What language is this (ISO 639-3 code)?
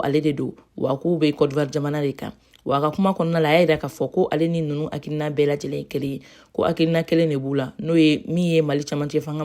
bam